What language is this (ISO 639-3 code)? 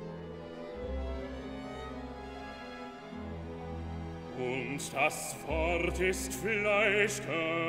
deu